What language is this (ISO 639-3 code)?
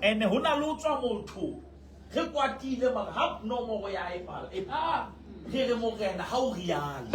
sot